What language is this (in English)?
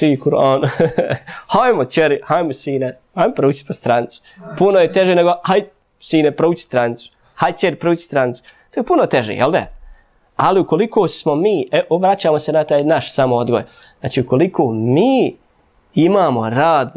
Bosnian